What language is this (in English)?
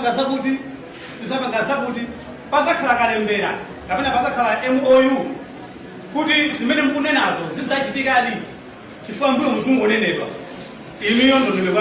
Nyanja